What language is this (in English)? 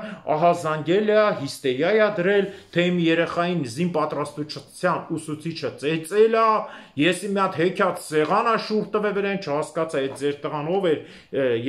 Armenian